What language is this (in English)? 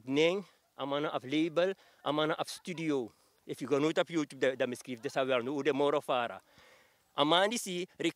Sranan Tongo